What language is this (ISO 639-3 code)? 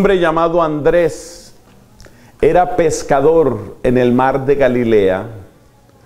spa